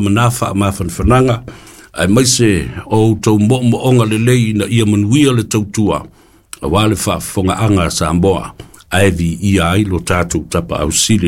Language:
Samoan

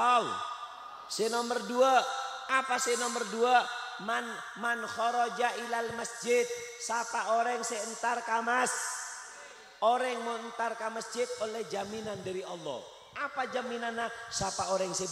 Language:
Madurese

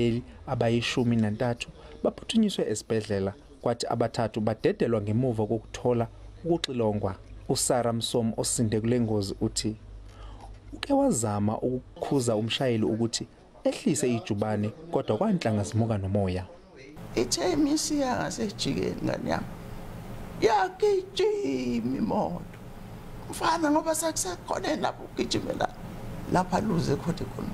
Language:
Zulu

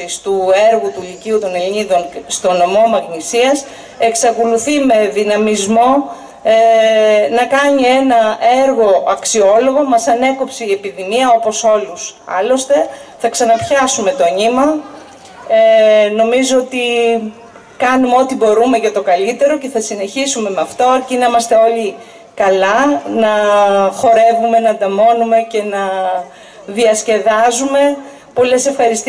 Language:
Greek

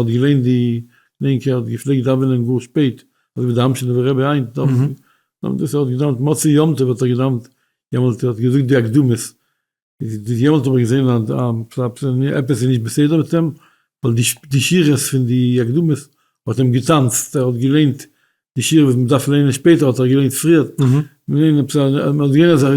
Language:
Yiddish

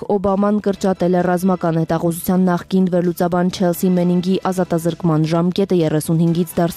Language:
Armenian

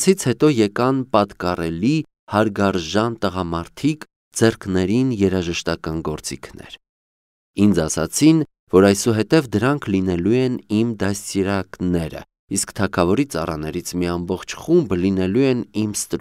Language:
Armenian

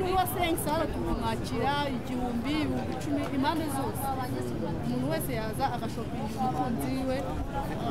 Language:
Kinyarwanda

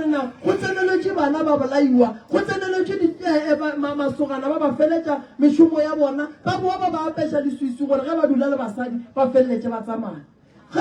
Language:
Northern Sotho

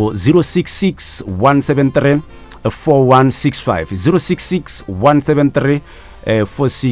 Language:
Northern Sotho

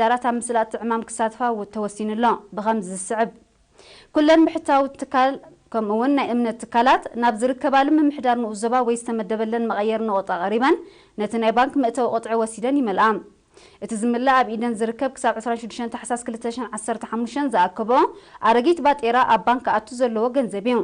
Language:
Tigrinya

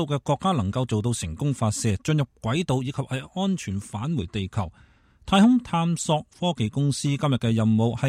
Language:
Cantonese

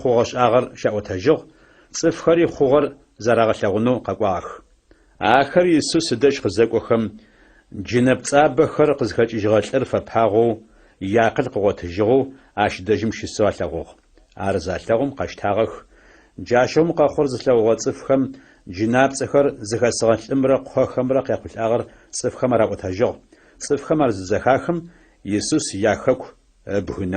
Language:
Adyghe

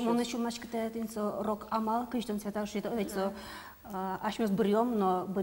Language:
Udmurt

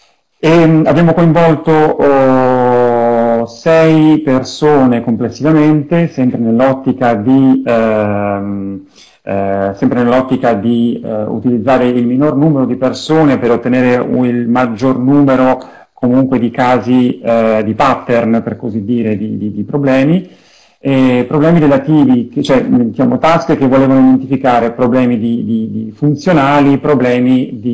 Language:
Italian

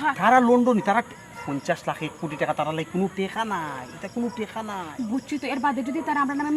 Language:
Sylheti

